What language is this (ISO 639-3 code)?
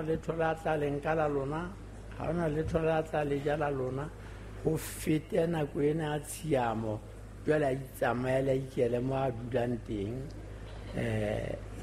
sot